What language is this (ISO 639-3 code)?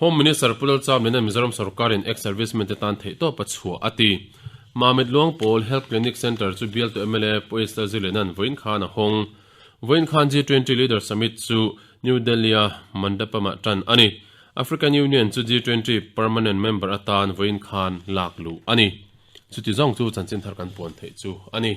lus